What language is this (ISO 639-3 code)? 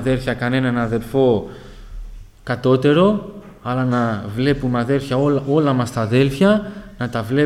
ell